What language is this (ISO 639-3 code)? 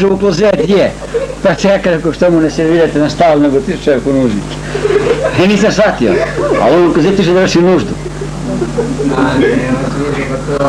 srp